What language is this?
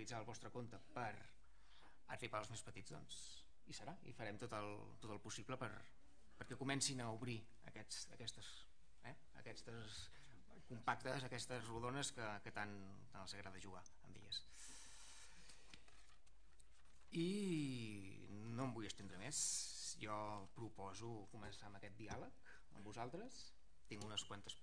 Catalan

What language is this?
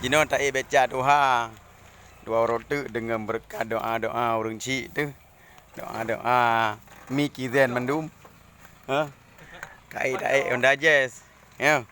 Achinese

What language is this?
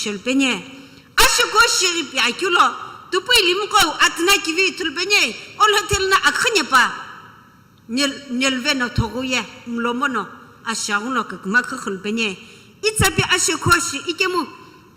Sumi Naga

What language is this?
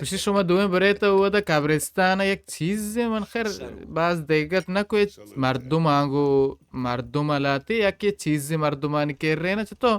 Baluchi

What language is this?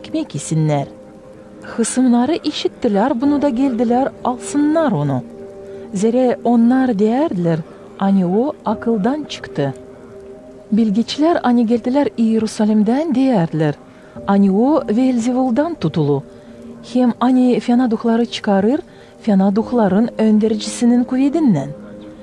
Gagauz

